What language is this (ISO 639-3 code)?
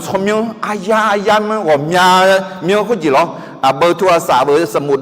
ahk